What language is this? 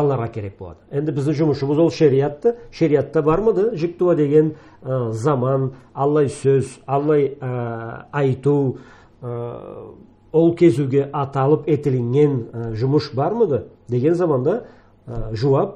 Karachay-Balkar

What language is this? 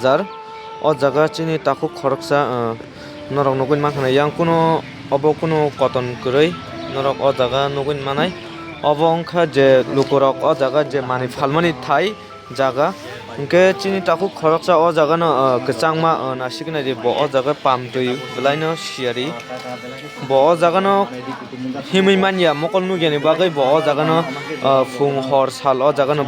Kok Borok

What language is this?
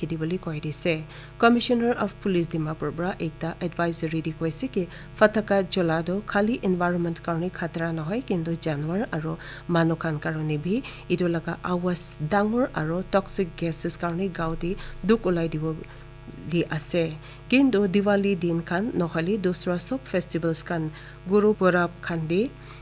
Naga Pidgin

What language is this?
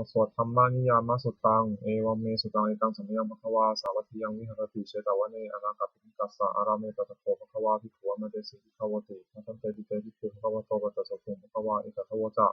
Pali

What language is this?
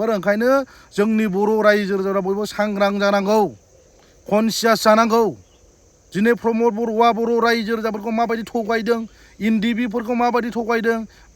Bodo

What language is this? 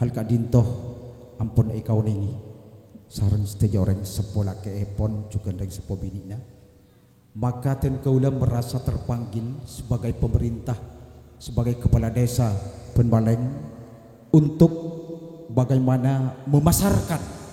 Madurese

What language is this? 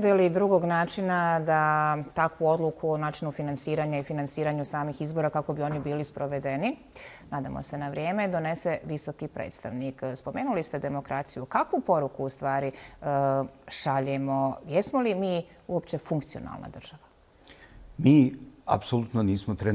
Bosnian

